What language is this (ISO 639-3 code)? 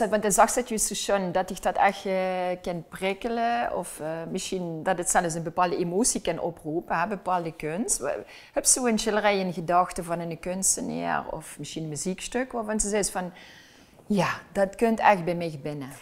lim